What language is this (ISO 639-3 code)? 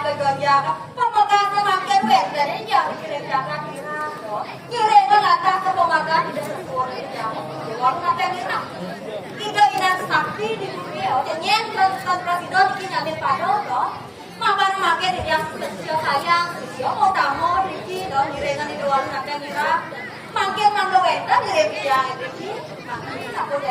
ban